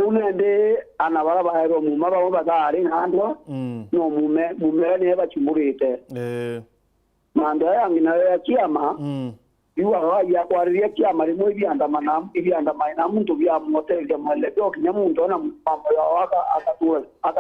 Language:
Meru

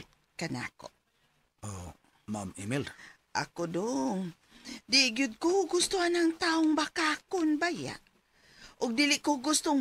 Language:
Cebuano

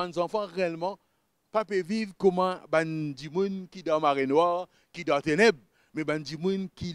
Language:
Morisyen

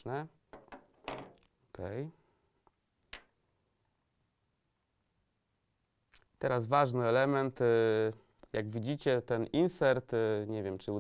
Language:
Polish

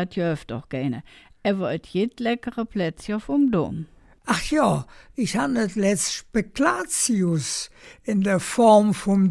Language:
Colognian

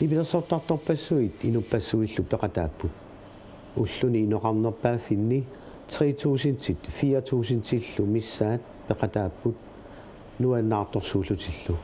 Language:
Kalaallisut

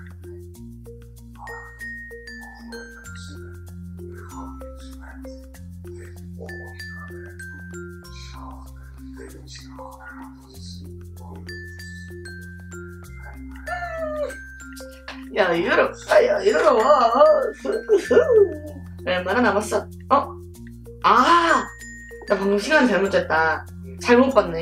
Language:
Korean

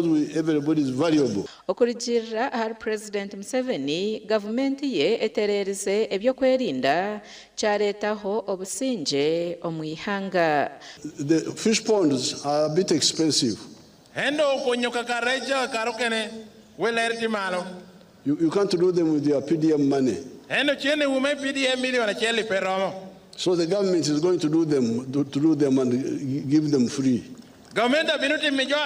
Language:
Nyankole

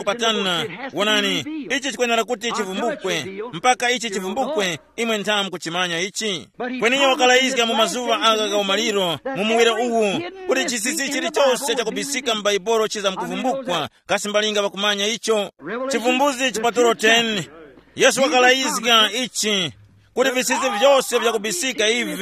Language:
Tumbuka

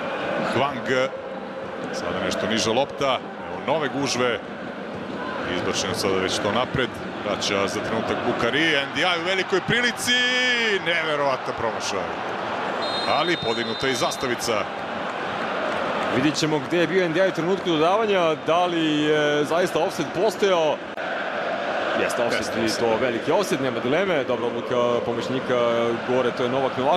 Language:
Serbian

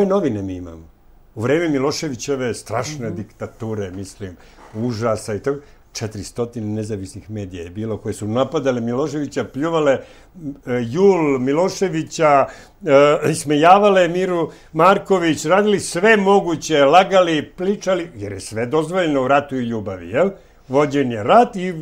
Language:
Serbian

